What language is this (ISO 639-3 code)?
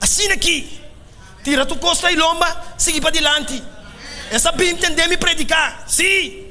pap